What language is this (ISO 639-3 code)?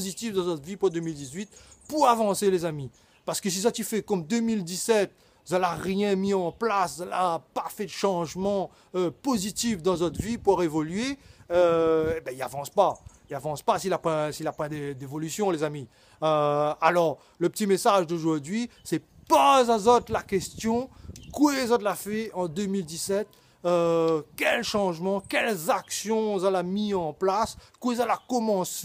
rcf